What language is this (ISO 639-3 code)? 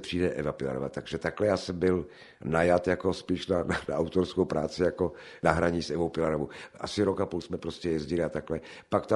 ces